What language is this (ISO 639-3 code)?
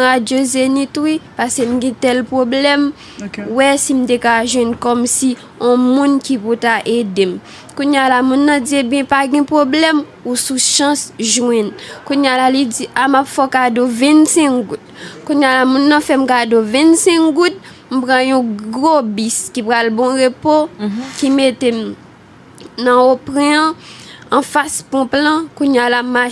hat